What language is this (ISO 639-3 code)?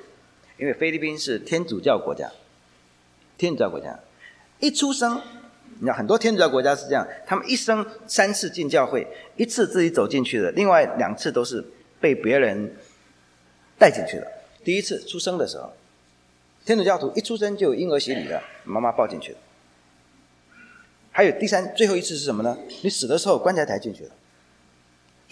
zho